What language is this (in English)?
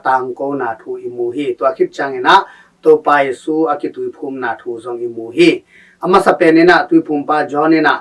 Tedim Chin